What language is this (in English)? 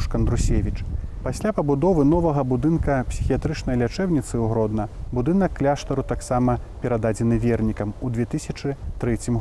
Belarusian